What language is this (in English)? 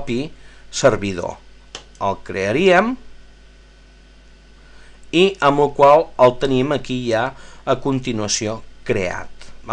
Catalan